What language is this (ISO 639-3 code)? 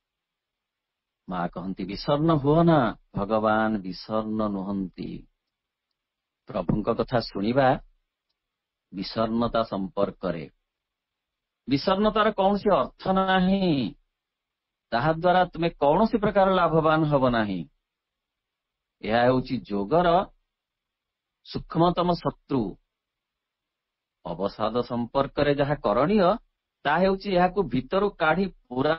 ori